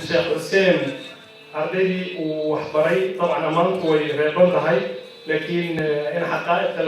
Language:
Somali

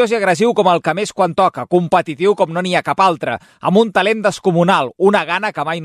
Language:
Catalan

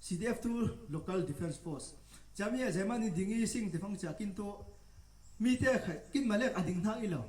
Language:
Falam Chin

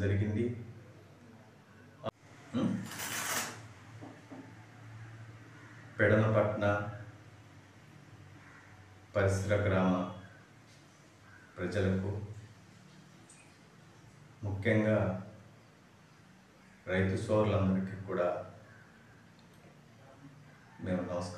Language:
Telugu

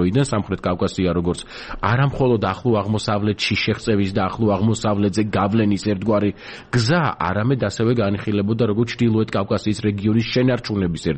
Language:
Georgian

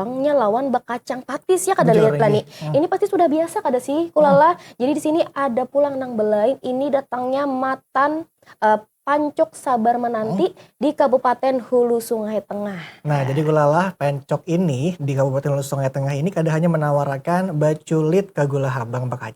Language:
Banjar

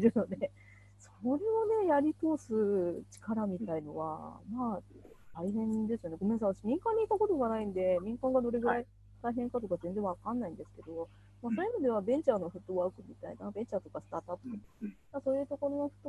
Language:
Japanese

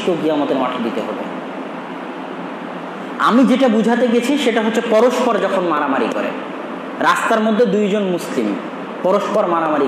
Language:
Bangla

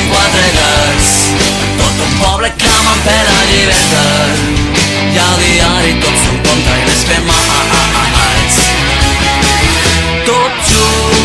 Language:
Catalan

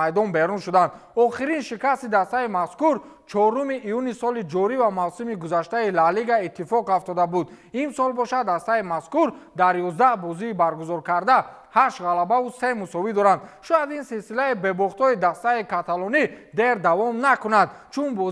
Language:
Tajik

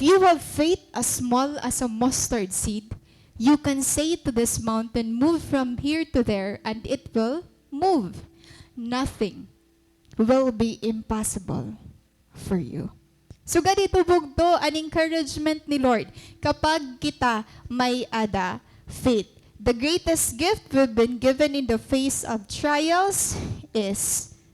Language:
Waray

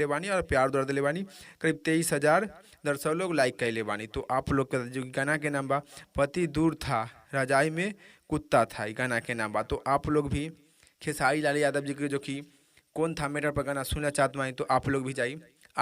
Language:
Bhojpuri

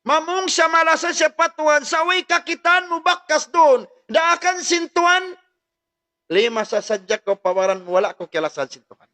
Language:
Tausug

